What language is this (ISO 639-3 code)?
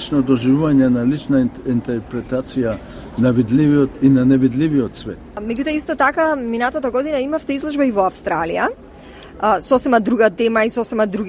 mkd